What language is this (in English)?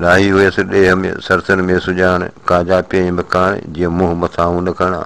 Sindhi